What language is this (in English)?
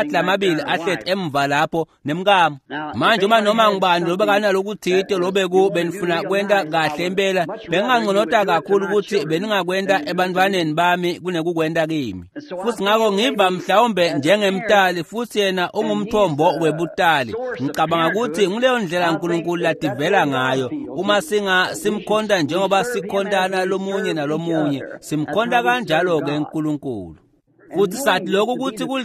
Swati